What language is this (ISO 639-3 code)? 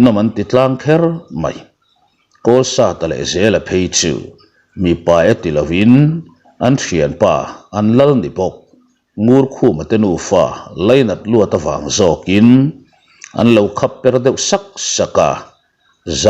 lus